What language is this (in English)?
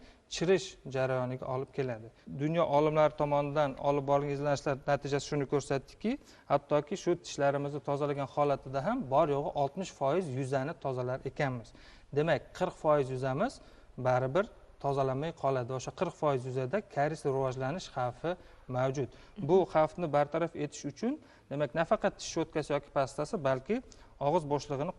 Uzbek